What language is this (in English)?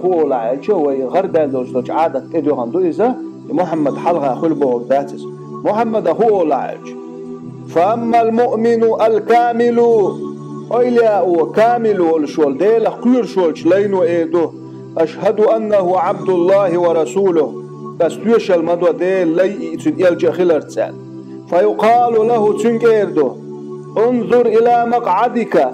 Chechen